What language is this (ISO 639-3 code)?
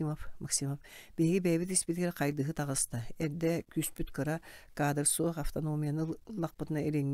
sah